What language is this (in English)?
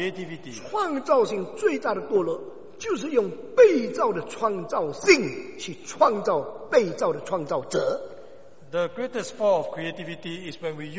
Chinese